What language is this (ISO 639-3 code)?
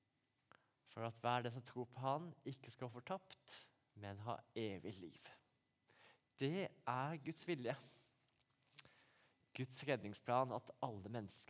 nor